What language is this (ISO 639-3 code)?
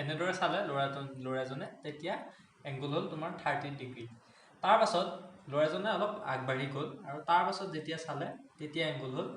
asm